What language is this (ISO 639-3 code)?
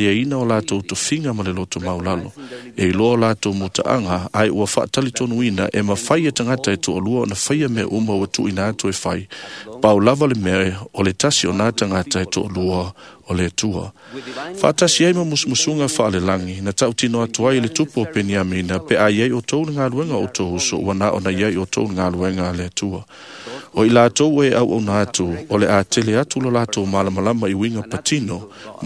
smo